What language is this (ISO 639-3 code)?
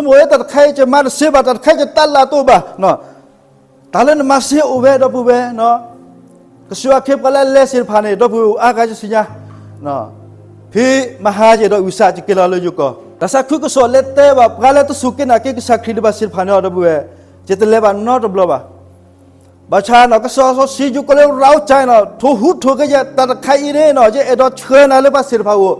ksw